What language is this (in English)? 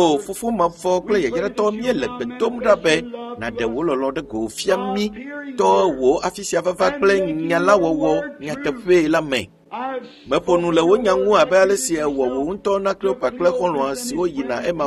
Ewe